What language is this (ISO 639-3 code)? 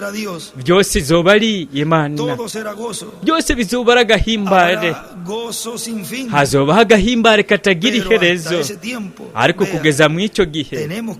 run